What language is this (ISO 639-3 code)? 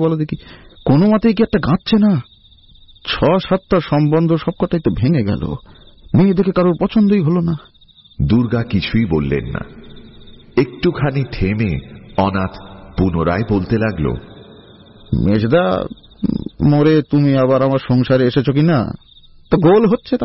ben